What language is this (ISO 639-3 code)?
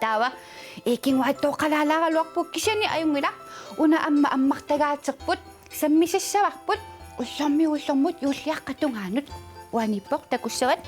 kal